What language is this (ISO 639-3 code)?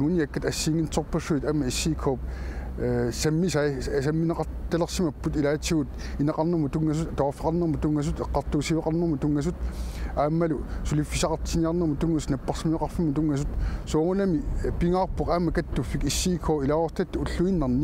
kal